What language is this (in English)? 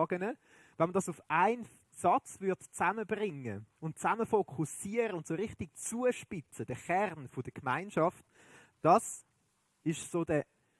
Swiss German